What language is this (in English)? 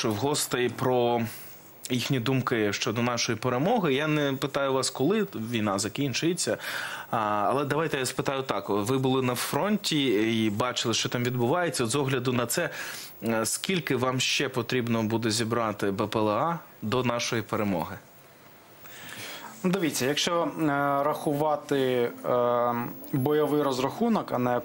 Ukrainian